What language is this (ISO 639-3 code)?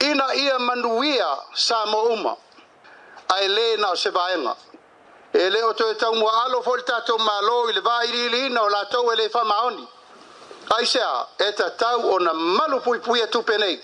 smo